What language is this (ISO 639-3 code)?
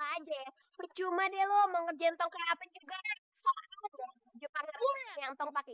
bew